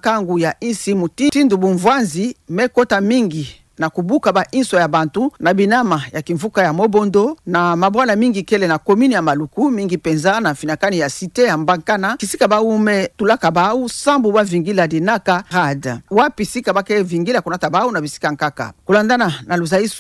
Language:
Kituba (Democratic Republic of Congo)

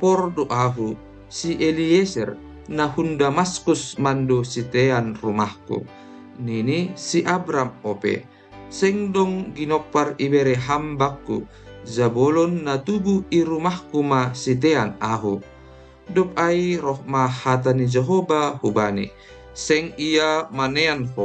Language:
Batak Simalungun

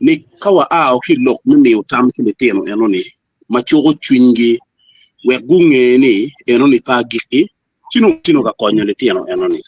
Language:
Acoli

